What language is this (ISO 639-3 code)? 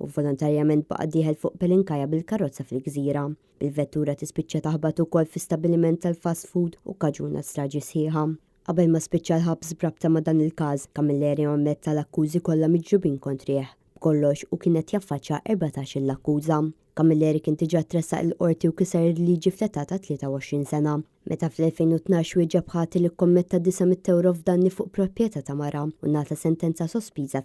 mlt